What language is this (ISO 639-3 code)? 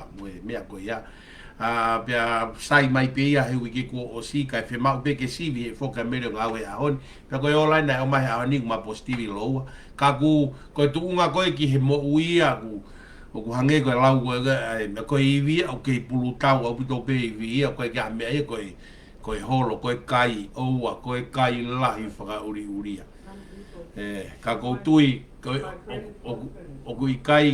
ton